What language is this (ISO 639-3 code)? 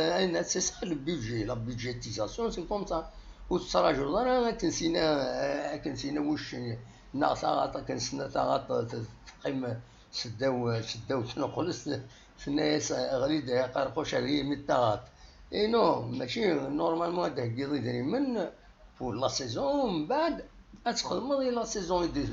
kab